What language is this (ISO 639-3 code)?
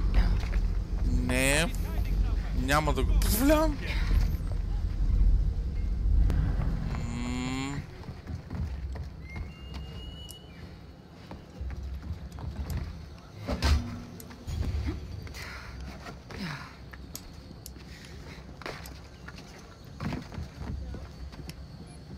bul